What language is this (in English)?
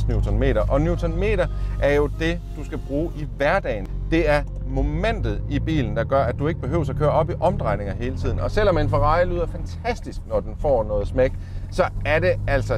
Danish